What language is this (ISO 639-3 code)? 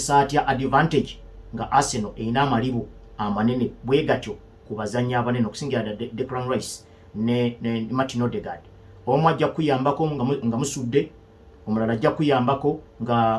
lug